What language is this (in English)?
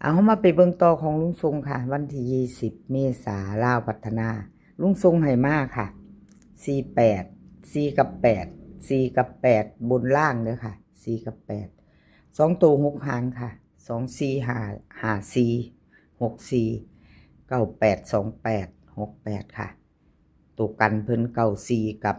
Northeastern Thai